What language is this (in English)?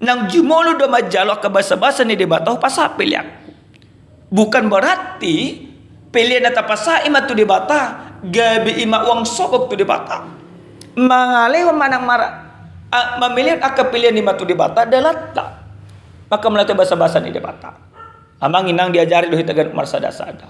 Batak Toba